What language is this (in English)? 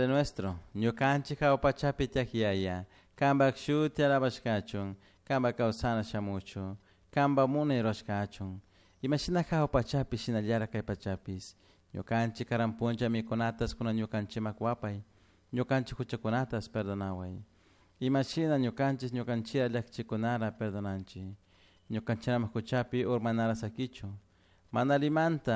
Chimborazo Highland Quichua